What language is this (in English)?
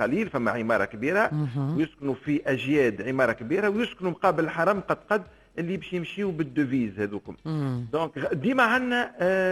Tunisian Arabic